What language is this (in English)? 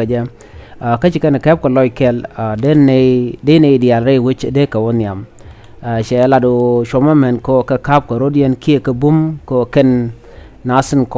Nuer